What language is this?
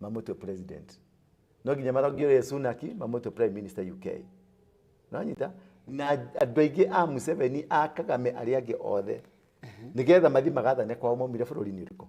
Kikuyu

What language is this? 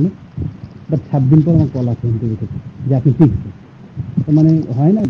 Bangla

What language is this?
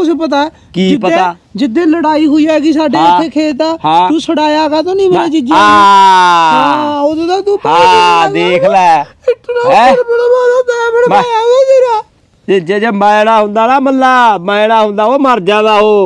Punjabi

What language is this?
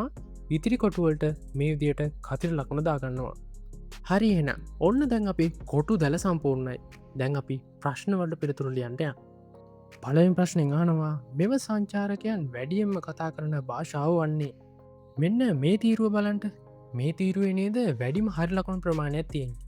Sinhala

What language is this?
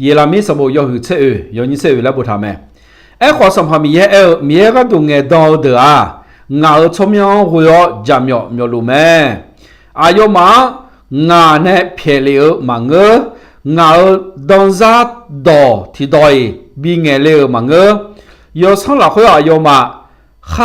Akha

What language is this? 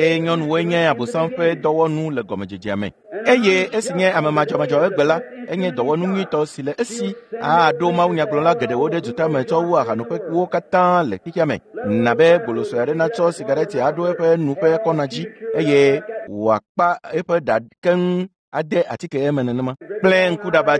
Ewe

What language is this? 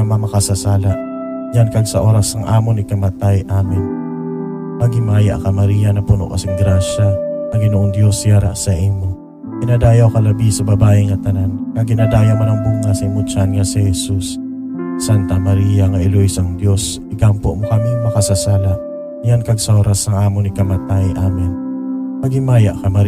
Hiligaynon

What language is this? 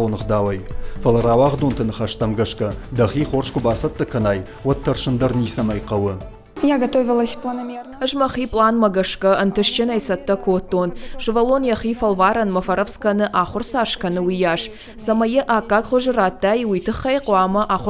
Ossetic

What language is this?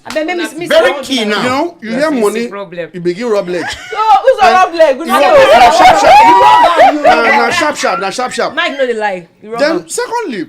Nigerian Pidgin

